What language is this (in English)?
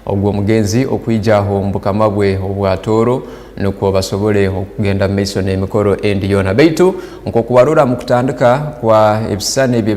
Tooro